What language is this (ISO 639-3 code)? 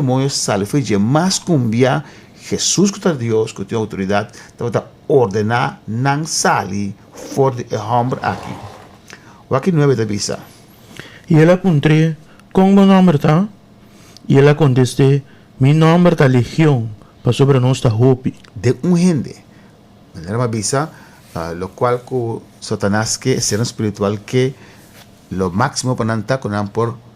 pap